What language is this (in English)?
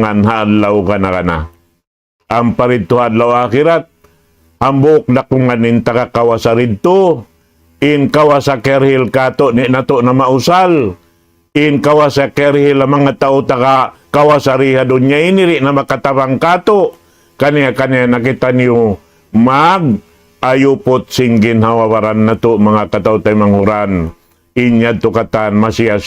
Tausug